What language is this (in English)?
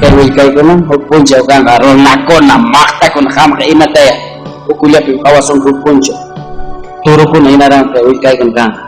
Ayacucho Quechua